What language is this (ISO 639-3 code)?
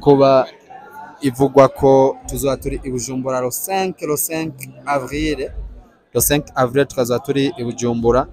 run